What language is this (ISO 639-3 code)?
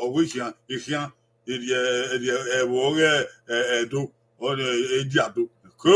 bin